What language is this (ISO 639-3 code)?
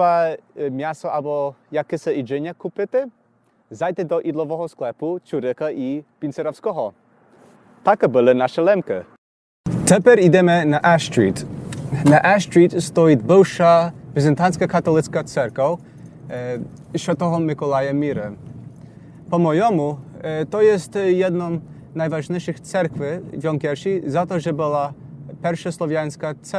rue